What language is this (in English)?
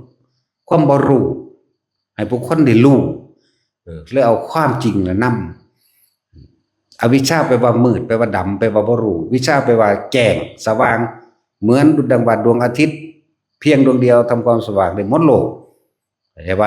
Northeastern Thai